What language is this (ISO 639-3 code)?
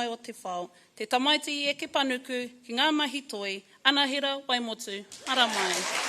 mri